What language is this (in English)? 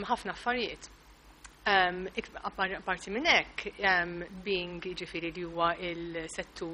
Maltese